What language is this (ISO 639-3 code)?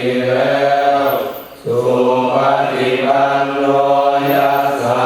pli